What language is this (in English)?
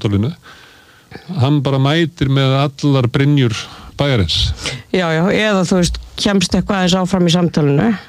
Icelandic